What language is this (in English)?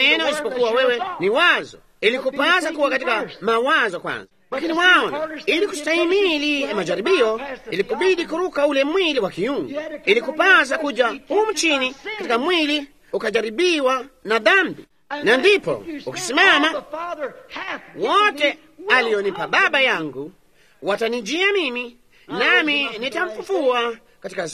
Swahili